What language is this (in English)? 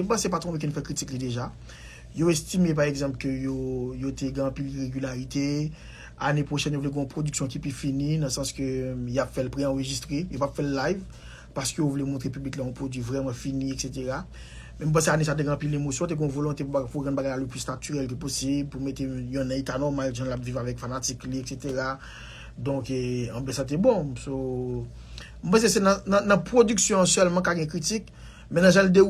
Haitian Creole